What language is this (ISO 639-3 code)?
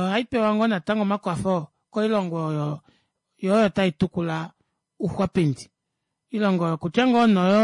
kua